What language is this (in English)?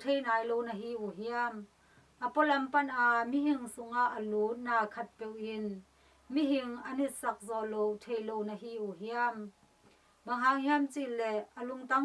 Tedim Chin